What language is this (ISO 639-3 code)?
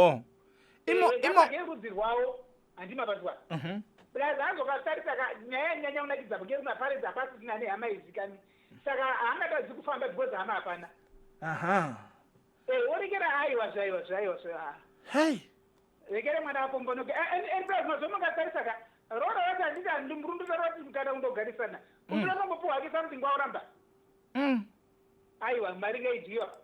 sna